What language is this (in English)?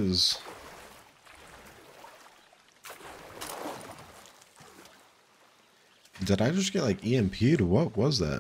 English